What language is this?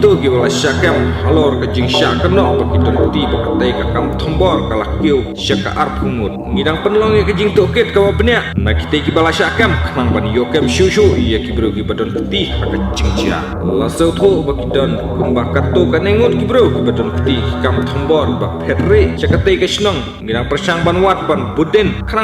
Khasi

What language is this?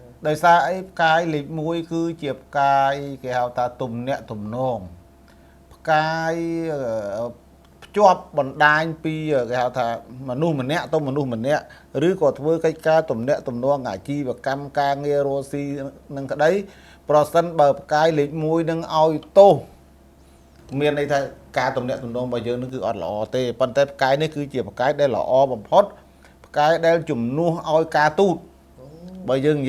Khmer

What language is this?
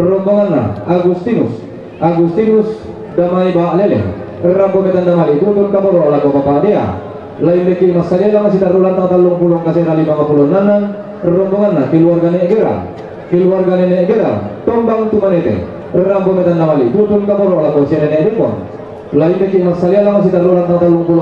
Toraja-Sa'dan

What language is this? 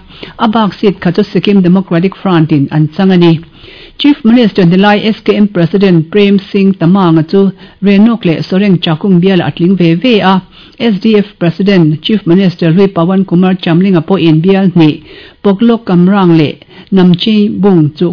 Mizo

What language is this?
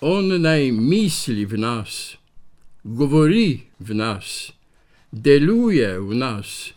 Slovenian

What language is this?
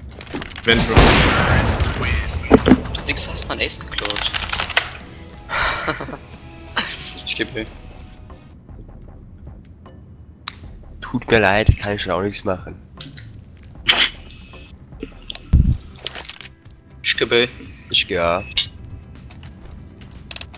German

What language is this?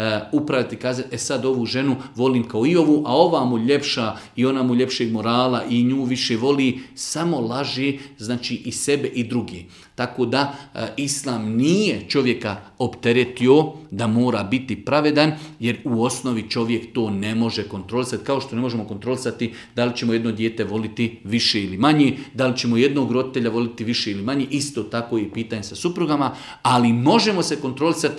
Bosnian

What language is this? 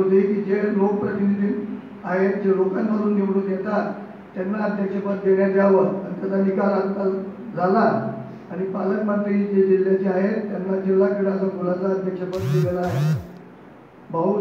Marathi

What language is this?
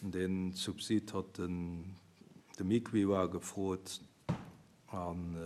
Luxembourgish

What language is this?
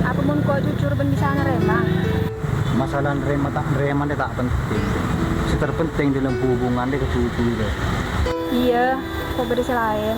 Madurese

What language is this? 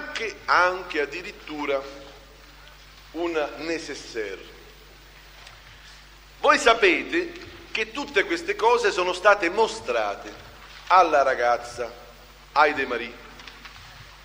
Italian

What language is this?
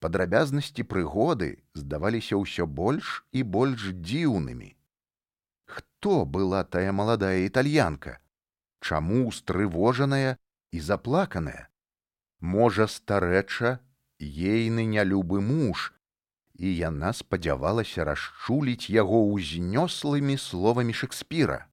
Belarusian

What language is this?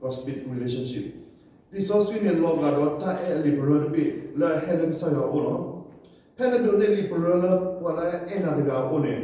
S'gaw Karen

